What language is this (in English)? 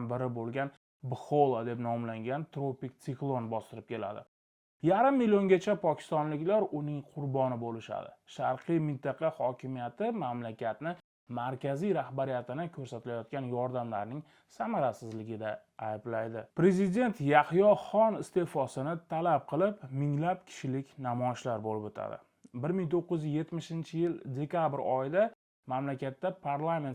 Uzbek